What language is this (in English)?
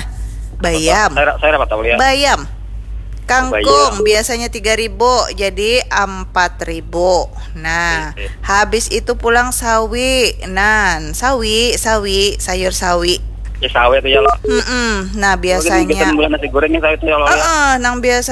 Banjar